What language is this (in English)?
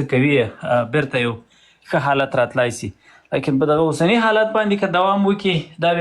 Pashto